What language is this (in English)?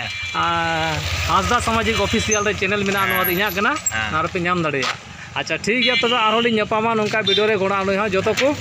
Santali